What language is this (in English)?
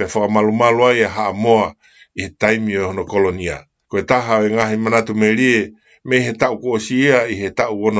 Tongan